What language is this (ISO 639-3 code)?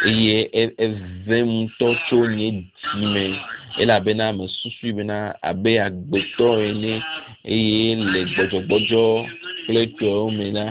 ewe